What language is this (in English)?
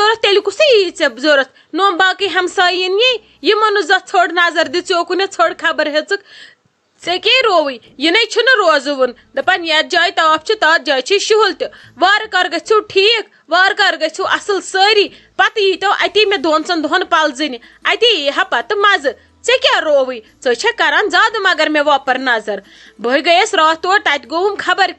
Kashmiri